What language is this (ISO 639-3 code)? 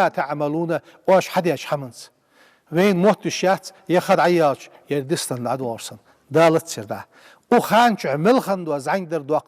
inh